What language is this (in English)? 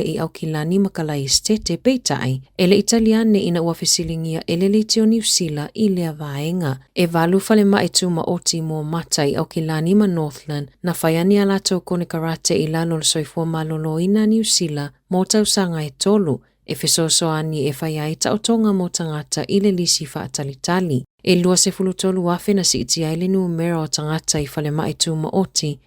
Samoan